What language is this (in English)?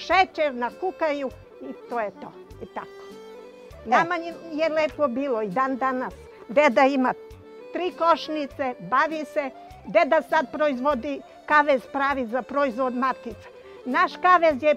Serbian